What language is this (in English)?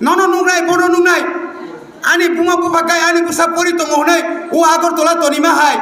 Kok Borok